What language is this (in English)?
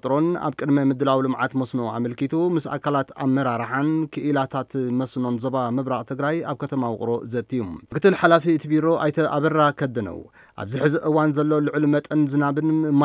Tigrinya